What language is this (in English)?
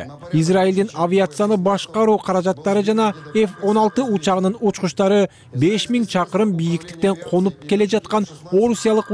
Kyrgyz